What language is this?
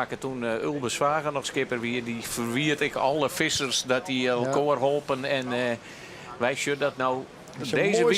Western Frisian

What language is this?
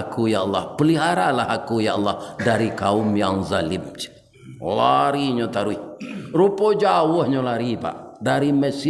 Minangkabau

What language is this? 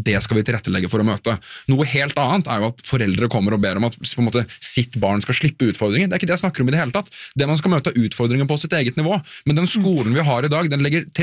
Norwegian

